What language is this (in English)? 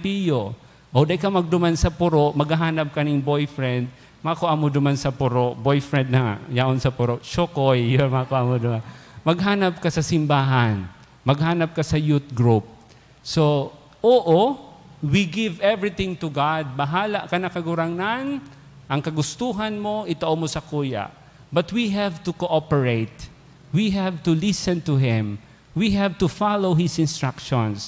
Bikol